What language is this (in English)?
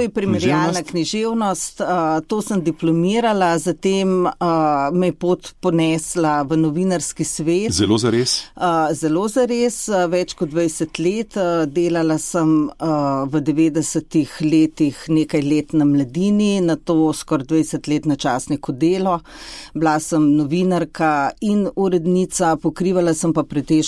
Slovenian